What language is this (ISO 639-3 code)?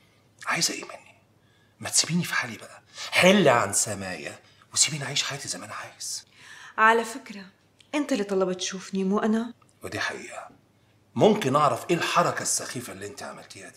apc